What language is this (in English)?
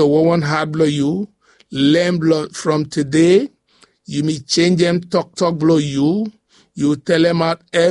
Bislama